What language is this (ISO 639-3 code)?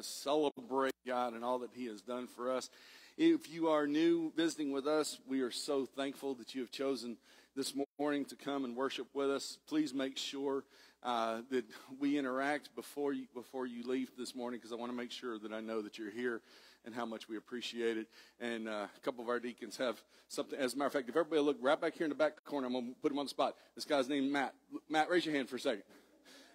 eng